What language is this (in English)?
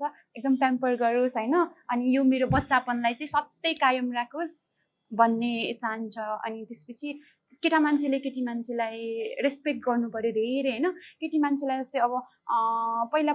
Nepali